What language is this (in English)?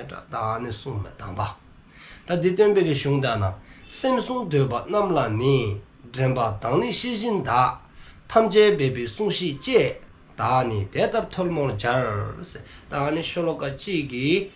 Dzongkha